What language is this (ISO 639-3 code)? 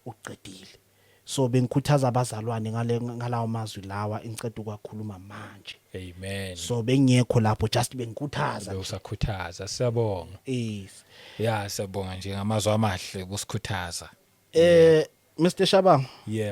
zul